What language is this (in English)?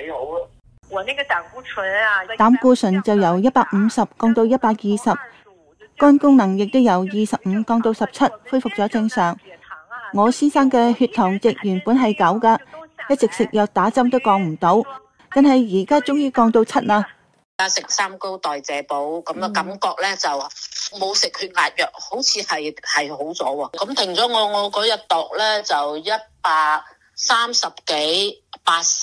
Cantonese